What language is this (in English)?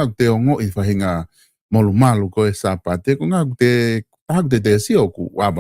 Tongan